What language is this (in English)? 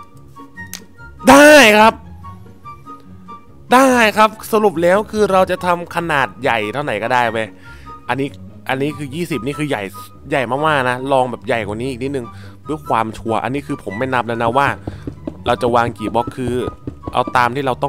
Thai